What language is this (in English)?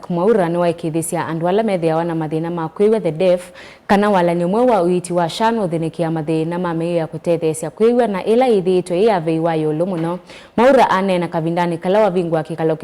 Kamba